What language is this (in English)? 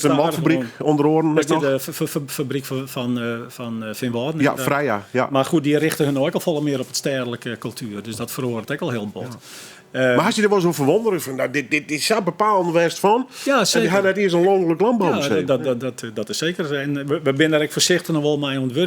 Western Frisian